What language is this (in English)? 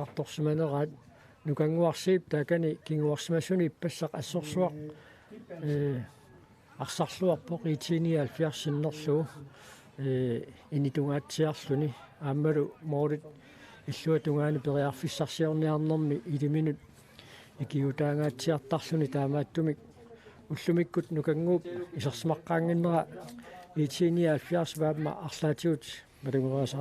Kalaallisut